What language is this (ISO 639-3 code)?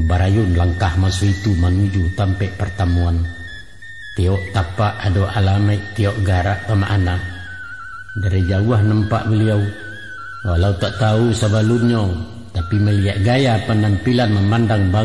min